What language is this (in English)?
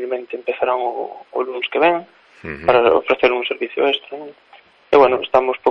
Galician